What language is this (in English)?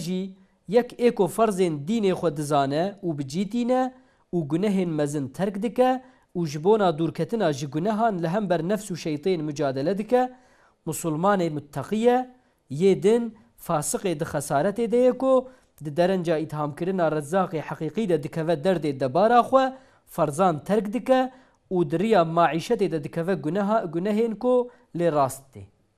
Kurdish